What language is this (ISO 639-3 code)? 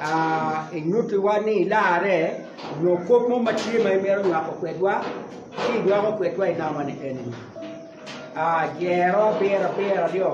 ach